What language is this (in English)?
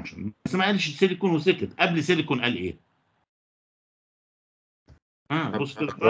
Egyptian Arabic